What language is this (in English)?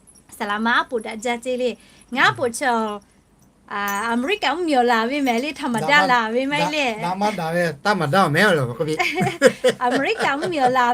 Lahu